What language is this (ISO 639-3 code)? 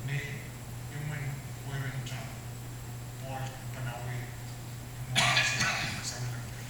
pon